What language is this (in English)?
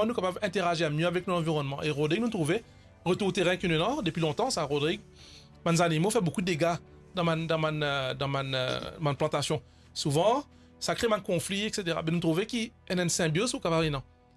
Morisyen